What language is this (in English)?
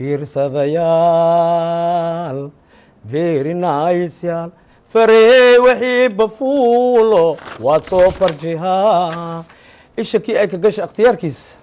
Somali